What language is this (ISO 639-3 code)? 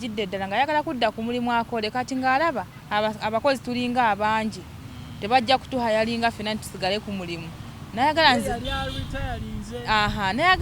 lug